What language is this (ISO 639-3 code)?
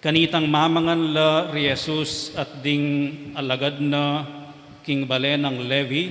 pam